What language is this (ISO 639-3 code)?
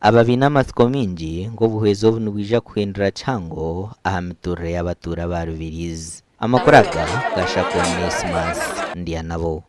nyn